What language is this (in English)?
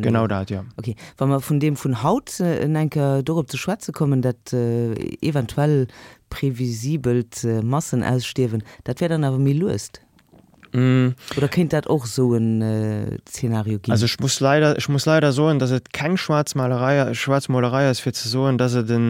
Luxembourgish